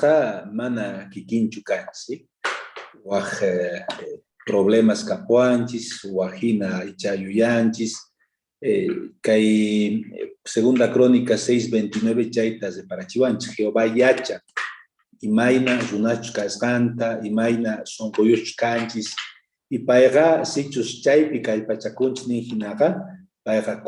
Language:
South Bolivian Quechua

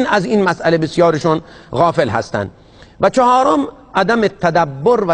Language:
Persian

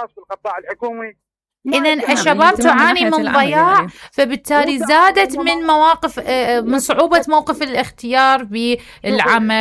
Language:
Mesopotamian Arabic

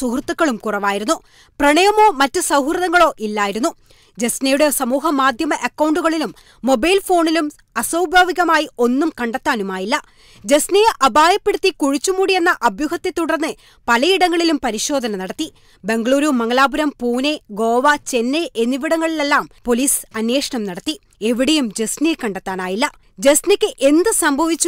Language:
Malayalam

